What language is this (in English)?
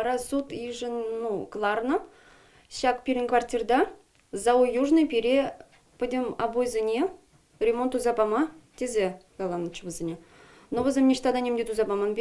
Chuvash